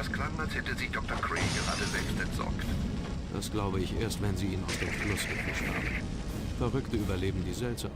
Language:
Bavarian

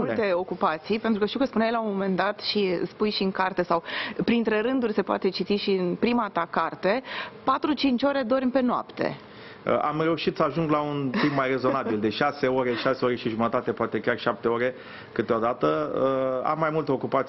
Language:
Romanian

